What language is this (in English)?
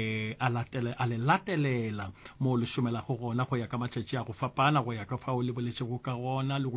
Northern Sotho